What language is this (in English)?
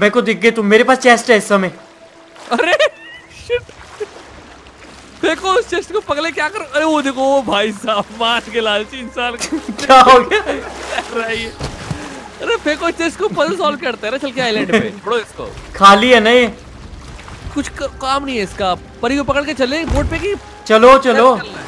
Hindi